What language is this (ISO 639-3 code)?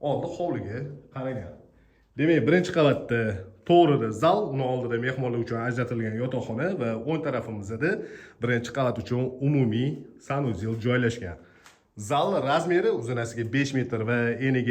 uzb